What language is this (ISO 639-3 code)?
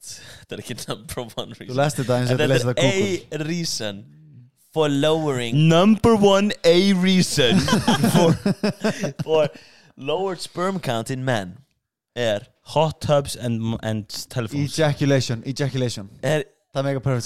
isl